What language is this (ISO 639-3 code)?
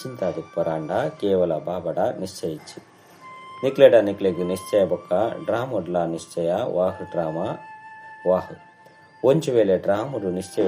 tcy